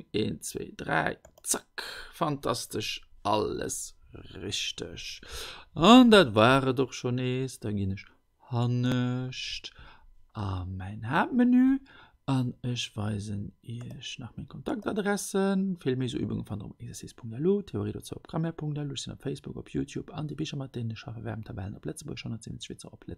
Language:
Luxembourgish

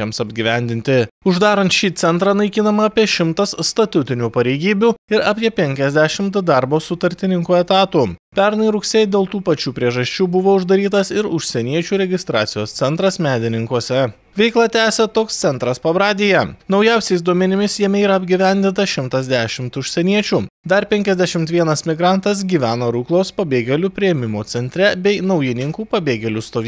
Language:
Lithuanian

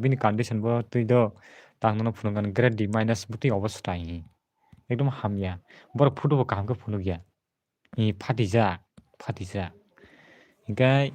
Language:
Kok Borok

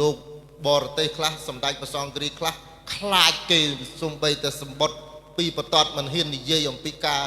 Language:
Khmer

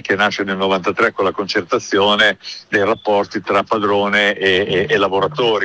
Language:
Italian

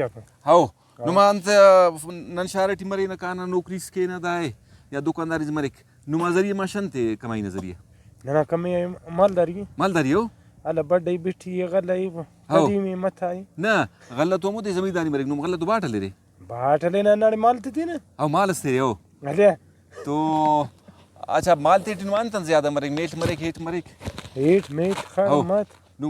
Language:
Brahui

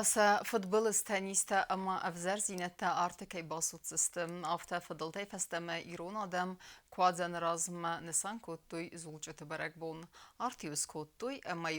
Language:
Ossetic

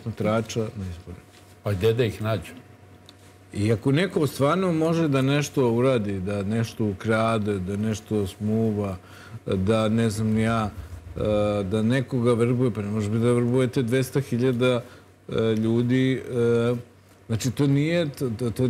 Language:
Serbian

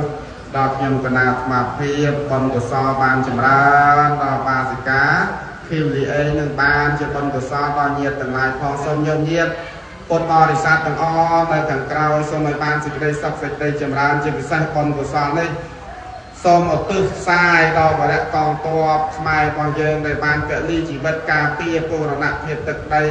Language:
Khmer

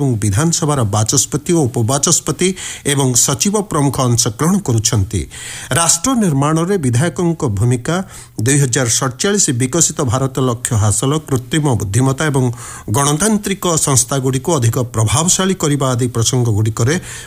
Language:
Odia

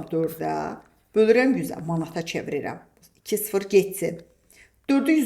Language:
Azerbaijani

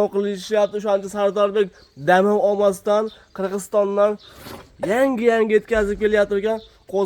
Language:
Uzbek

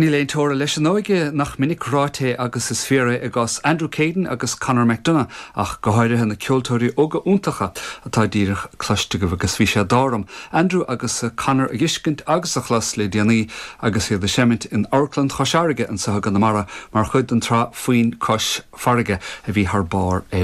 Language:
Irish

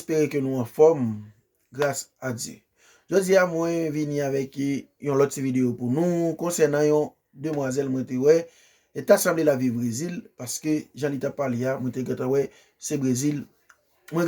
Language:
Haitian Creole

